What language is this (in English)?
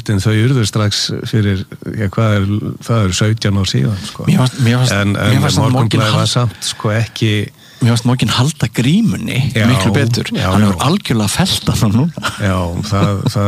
Icelandic